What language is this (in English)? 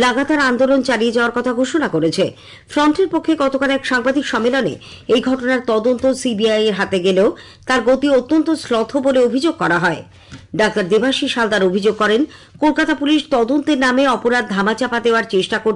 Bangla